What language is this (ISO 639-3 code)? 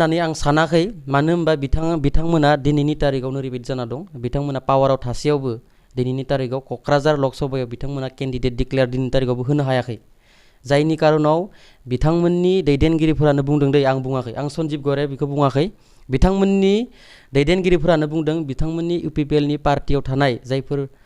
brx